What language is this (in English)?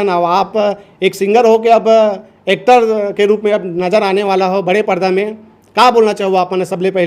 Chhattisgarhi